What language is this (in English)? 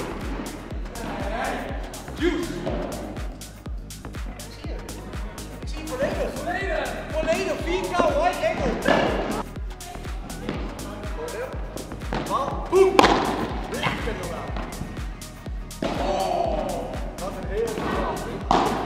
Dutch